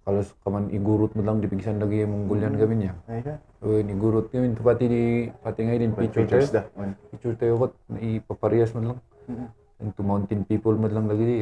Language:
Kankanaey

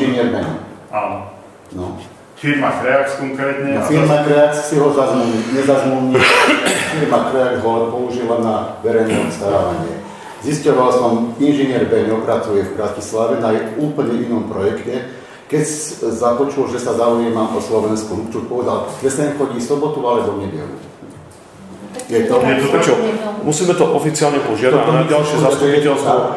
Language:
Slovak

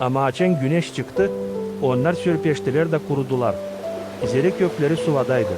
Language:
Gagauz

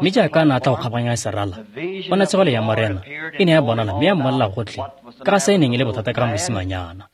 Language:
Tswana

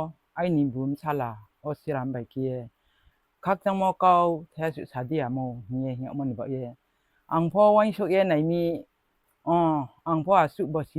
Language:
Riang (India)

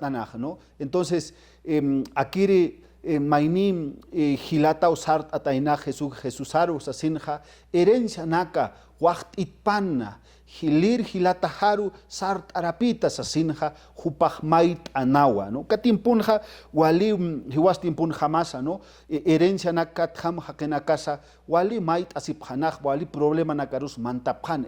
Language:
Aymara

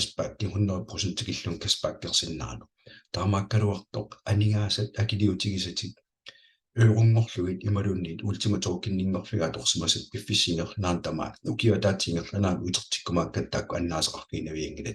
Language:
Kalaallisut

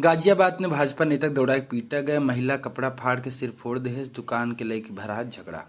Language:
Awadhi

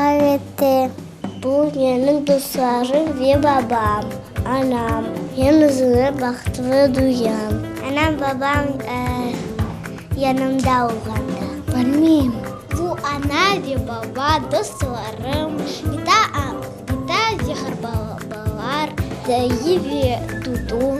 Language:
Crimean Tatar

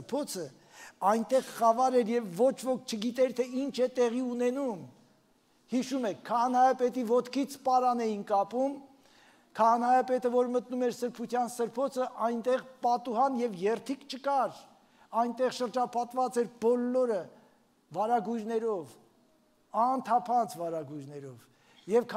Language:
Armenian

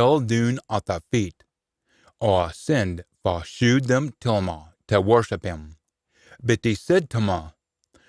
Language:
Scots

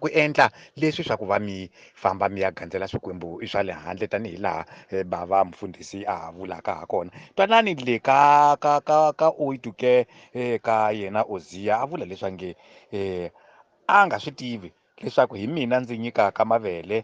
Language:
Tsonga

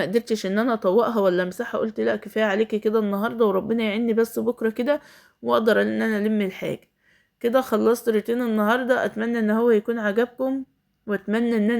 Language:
Egyptian Arabic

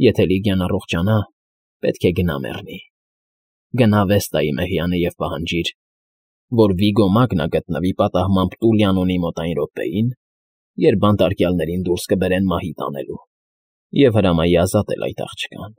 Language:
Armenian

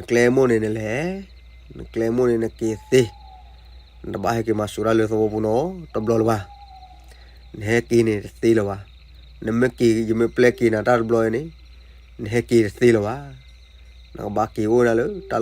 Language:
S'gaw Karen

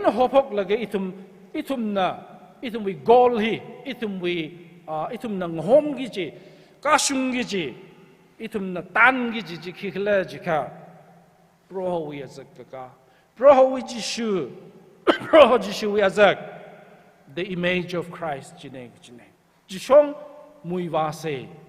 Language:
Tangkhul Naga (India)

